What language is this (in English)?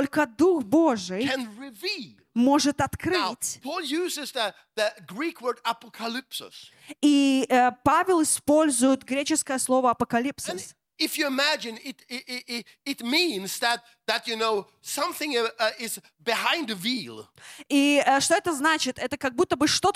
Russian